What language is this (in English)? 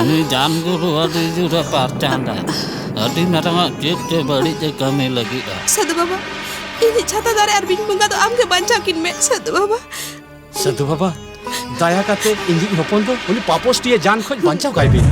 Santali